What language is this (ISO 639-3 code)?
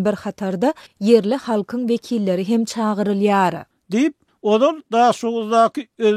tuk